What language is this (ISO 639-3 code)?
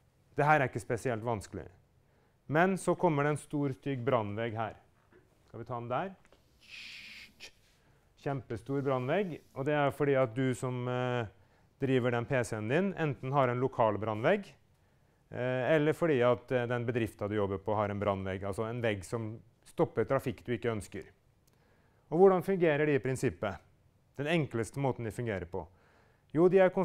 nor